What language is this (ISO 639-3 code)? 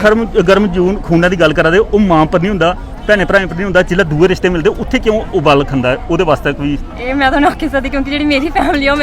doi